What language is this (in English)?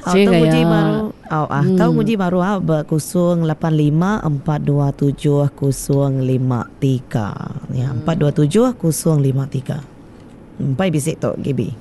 Iban